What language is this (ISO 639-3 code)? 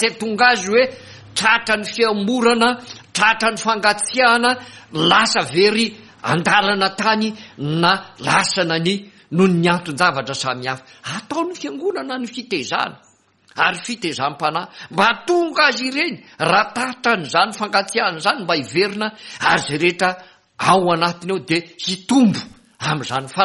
mlg